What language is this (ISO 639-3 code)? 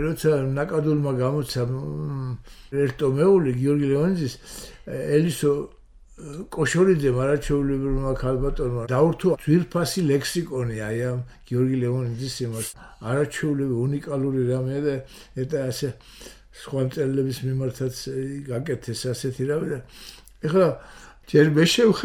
kat